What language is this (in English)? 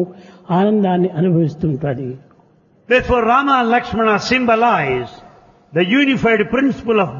Telugu